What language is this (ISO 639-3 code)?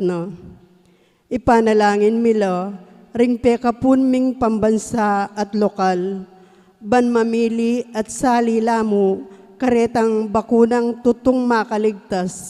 pam